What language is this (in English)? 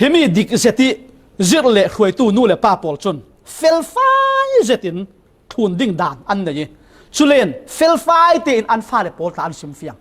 Falam Chin